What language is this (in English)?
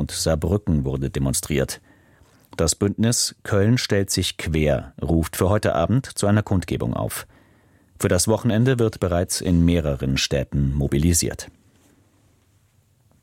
German